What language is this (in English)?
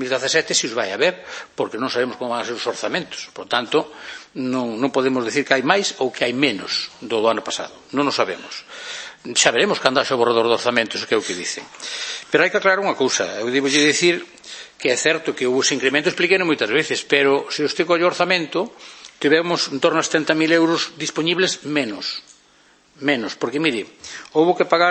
Galician